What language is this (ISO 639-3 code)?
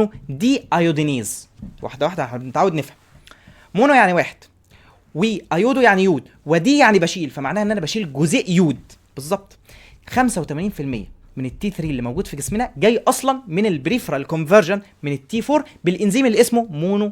arz